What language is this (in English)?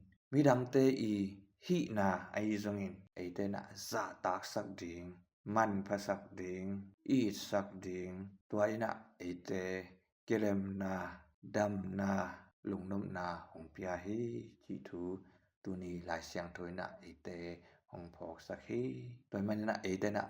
Tedim Chin